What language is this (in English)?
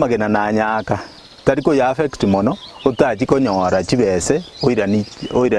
Gusii